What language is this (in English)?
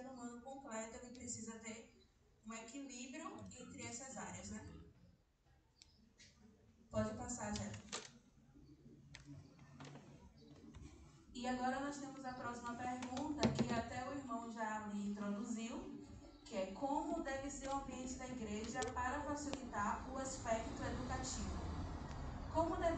Portuguese